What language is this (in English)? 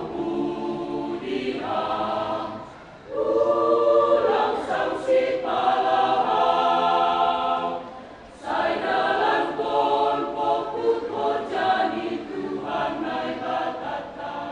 Batak Simalungun